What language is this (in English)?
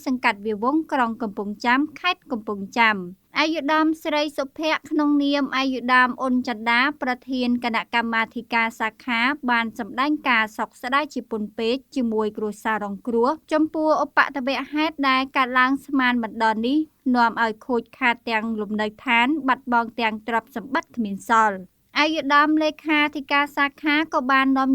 Khmer